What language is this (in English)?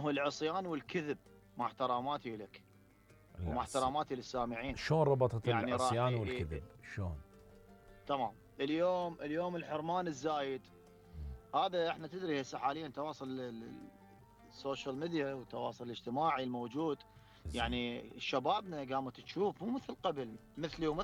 Mesopotamian Arabic